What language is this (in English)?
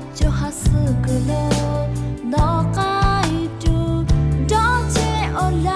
Lahu